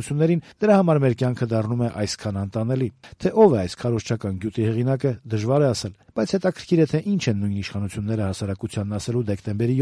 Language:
Armenian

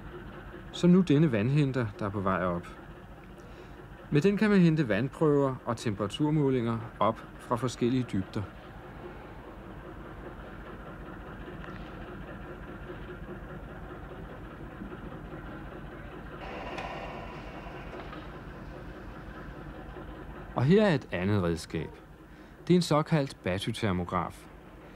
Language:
Danish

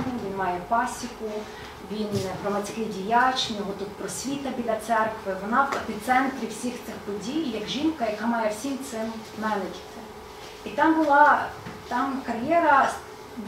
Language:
Ukrainian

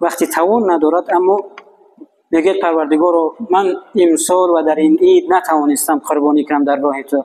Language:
Tajik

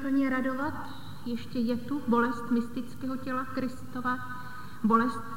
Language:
Czech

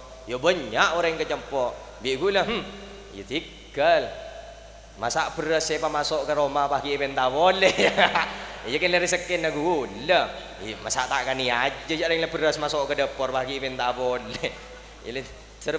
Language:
Madurese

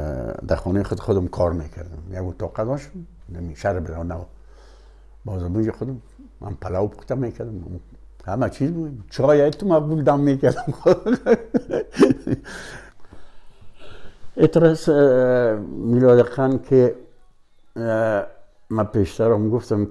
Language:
Persian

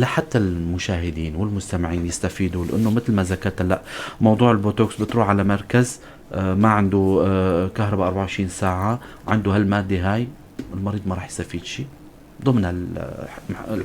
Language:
North Levantine Arabic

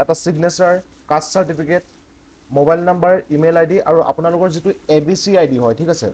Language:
Assamese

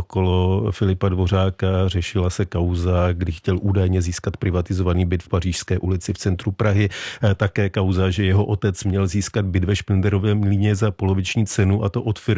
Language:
Czech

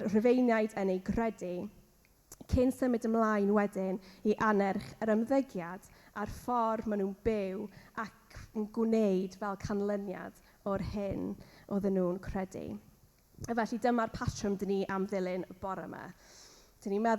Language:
Welsh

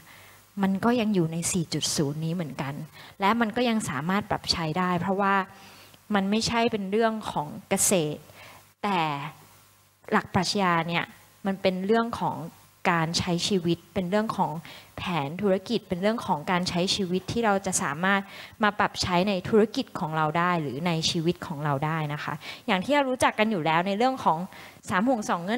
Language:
Thai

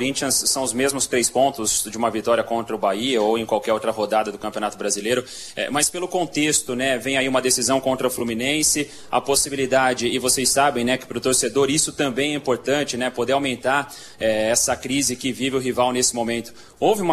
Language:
Portuguese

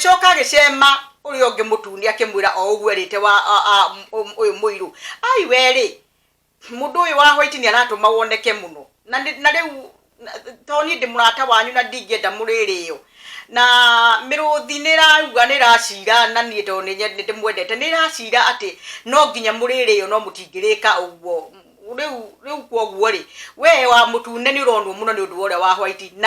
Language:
Kikuyu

